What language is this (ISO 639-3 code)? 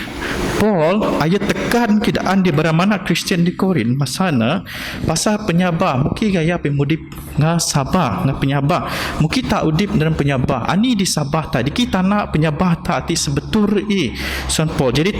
bth